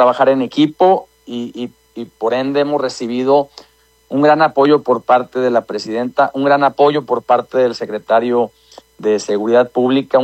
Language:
Spanish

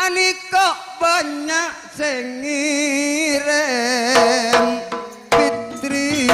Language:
Madurese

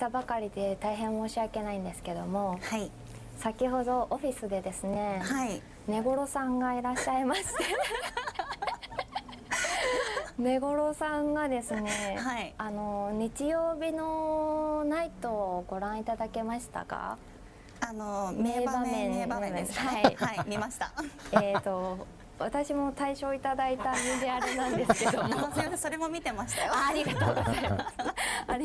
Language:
Japanese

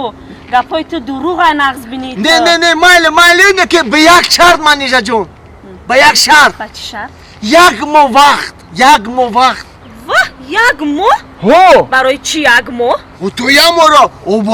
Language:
Tajik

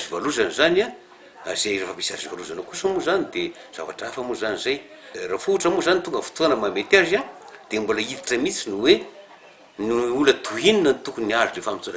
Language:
Malagasy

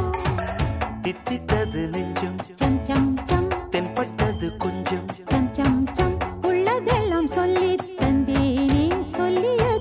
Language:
Tamil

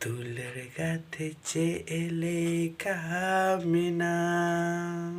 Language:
Santali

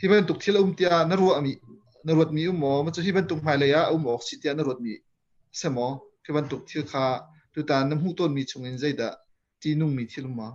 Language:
Hakha Chin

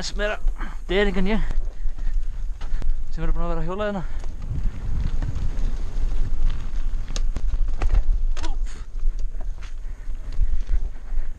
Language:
Icelandic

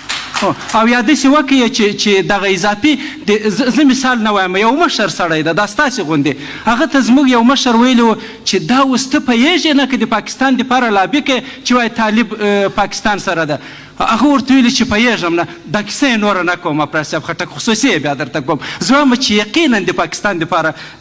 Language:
Pashto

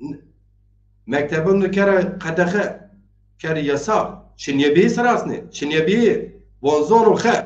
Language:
Zaza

